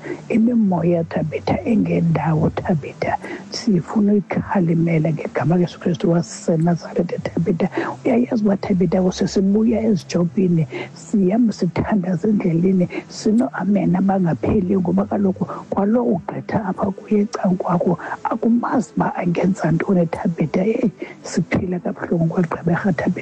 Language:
Xhosa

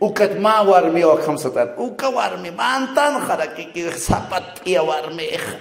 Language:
Aymara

